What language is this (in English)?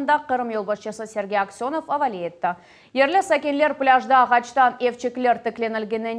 Crimean Tatar